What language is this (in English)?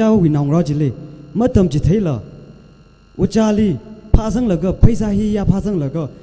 Tangkhul Naga (India)